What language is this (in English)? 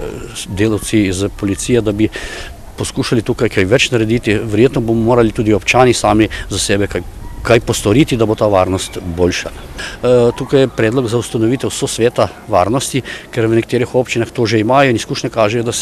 Slovenian